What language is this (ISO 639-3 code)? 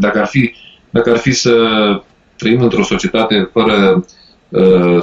ron